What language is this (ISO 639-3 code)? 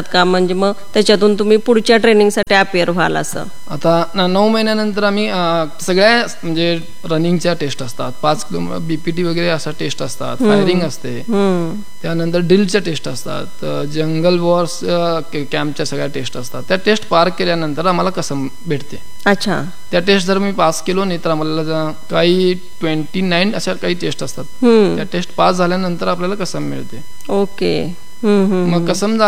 mar